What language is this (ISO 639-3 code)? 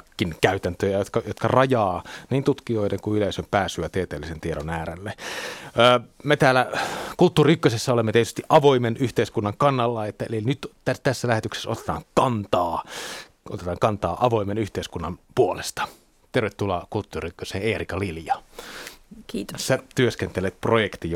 fin